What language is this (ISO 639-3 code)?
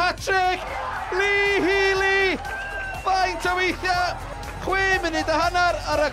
cym